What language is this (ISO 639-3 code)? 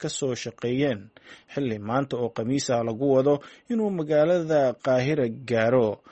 som